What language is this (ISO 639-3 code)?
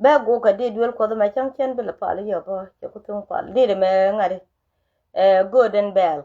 nus